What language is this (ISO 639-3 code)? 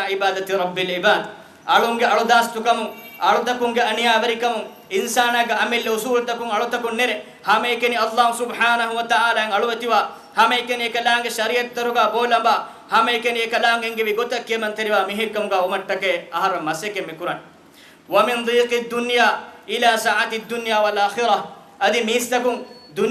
div